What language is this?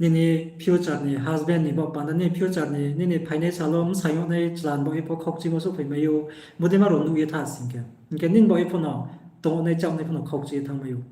Riang (India)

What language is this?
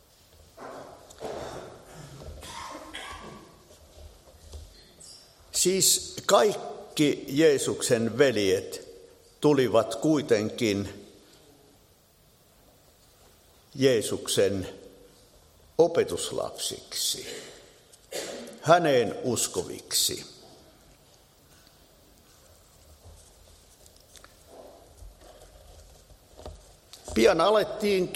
Finnish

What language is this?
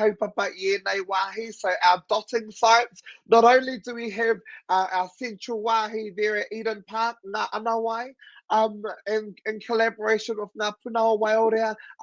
Māori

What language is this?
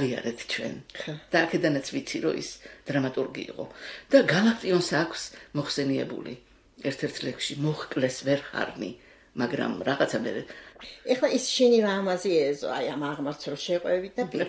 Georgian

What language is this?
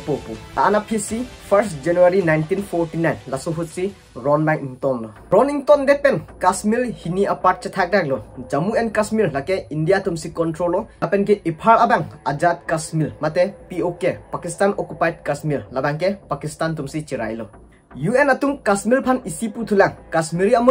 Karbi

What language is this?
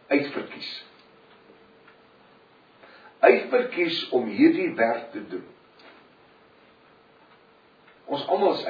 Afrikaans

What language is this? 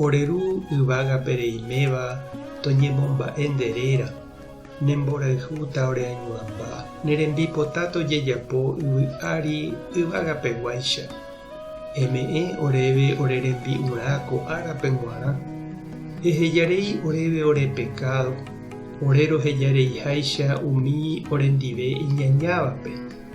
Guarani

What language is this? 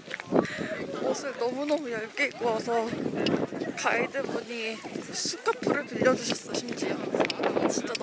Korean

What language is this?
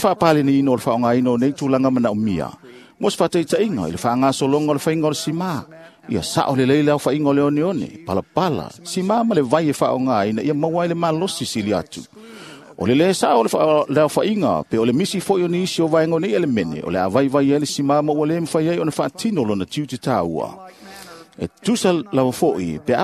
Samoan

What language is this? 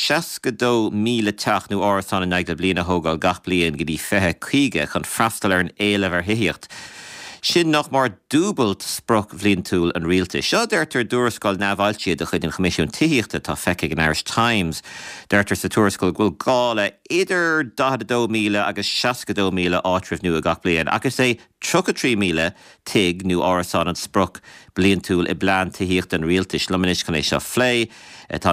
Irish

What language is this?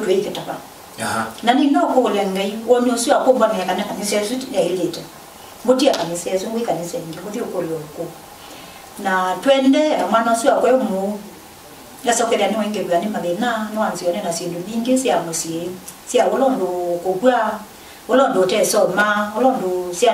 Kamba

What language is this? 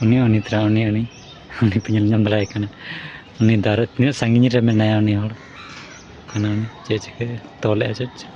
Santali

